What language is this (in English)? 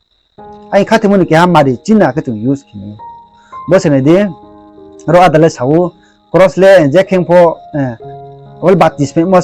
Riang (India)